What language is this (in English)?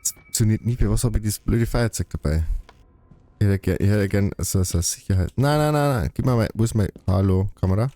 Bavarian